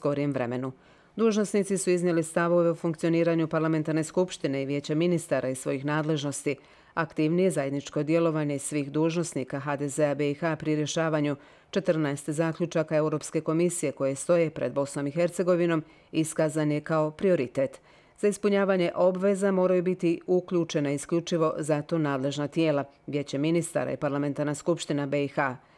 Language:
Croatian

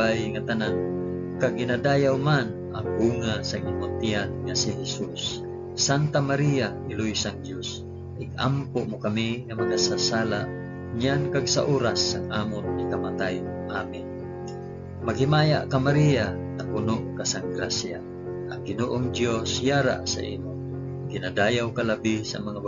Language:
Hiligaynon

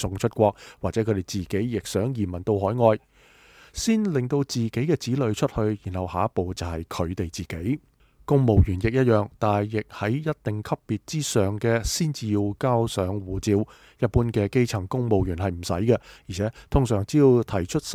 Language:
Cantonese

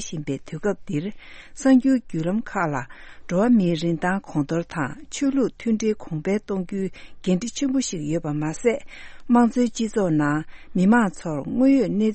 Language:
Tibetan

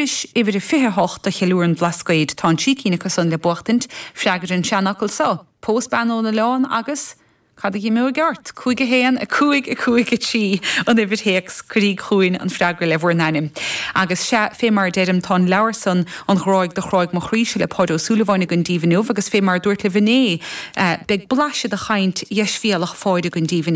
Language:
Irish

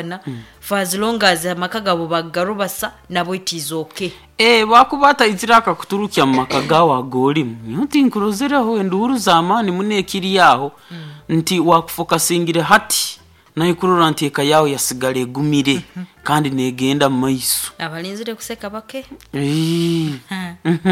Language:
Nyoro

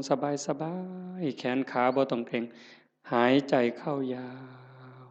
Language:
Northeastern Thai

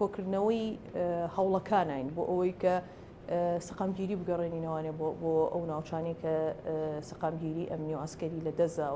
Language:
Central Kurdish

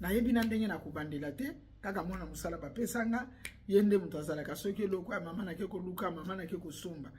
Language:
Lingala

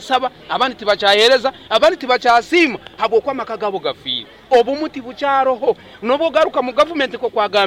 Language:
Nyoro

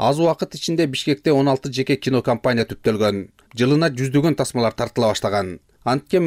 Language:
Kyrgyz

